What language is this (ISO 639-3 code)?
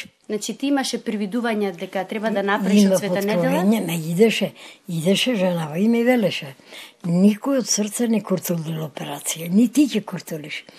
mkd